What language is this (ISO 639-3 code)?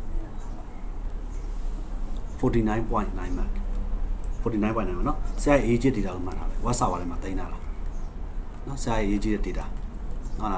mya